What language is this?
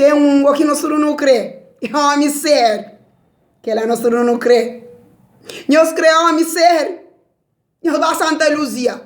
Kabuverdianu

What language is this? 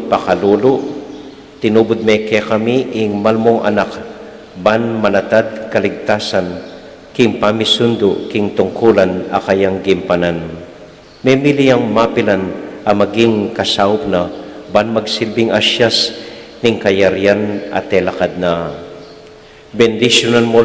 Pampanga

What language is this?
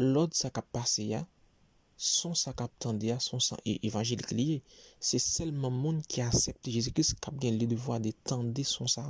Haitian Creole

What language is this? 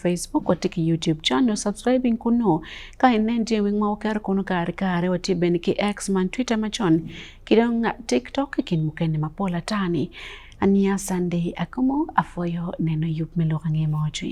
Acoli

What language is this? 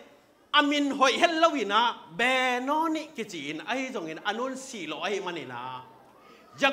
Tedim Chin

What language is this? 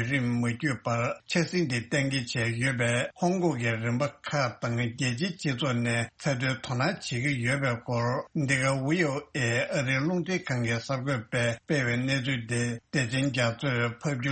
Tibetan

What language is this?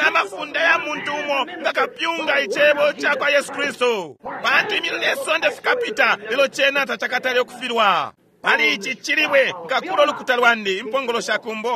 Bemba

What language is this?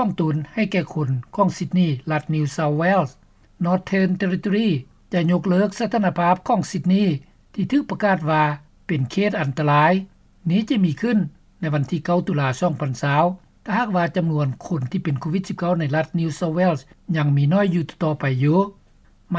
Lao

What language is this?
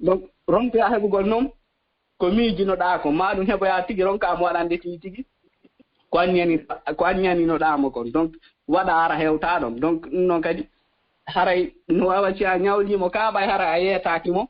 Fula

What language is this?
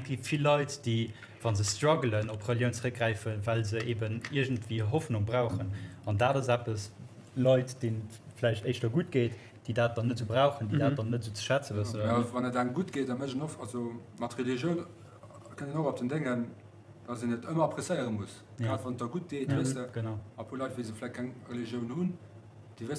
Luxembourgish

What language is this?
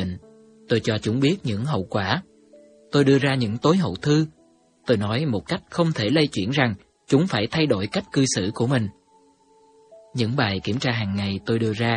Vietnamese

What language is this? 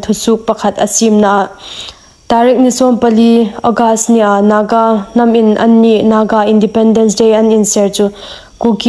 Hmar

